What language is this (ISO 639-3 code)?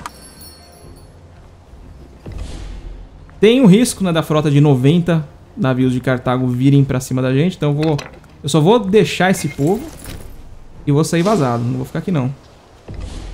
por